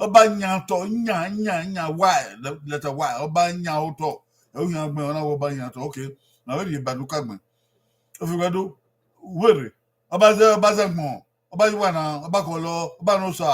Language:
Bini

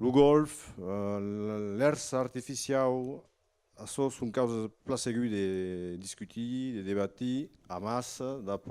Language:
Occitan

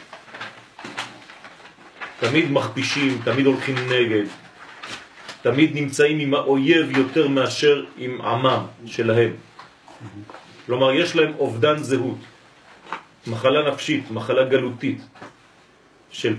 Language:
Hebrew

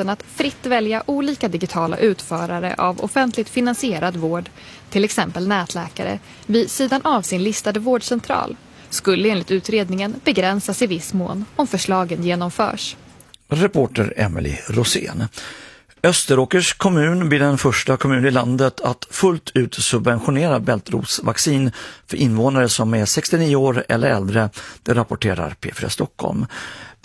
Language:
Swedish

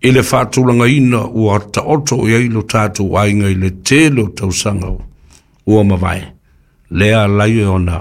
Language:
Samoan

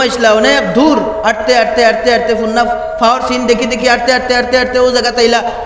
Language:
Sylheti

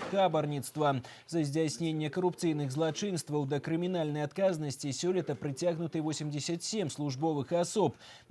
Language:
Belarusian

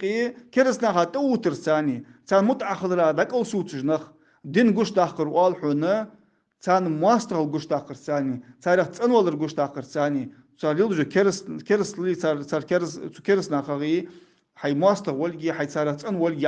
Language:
Ingush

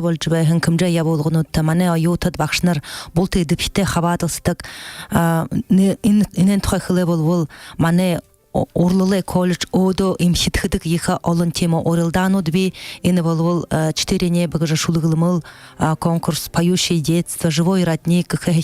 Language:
Buriat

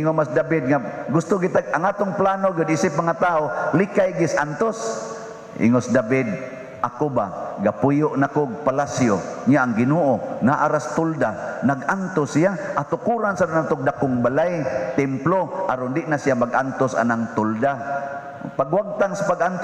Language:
Cebuano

